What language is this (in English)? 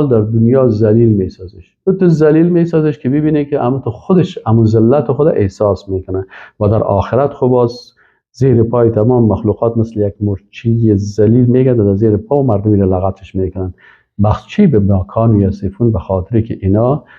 Persian